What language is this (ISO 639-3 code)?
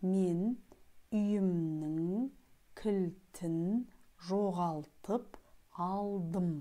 kaz